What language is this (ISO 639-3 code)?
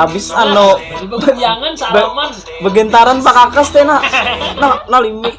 bjn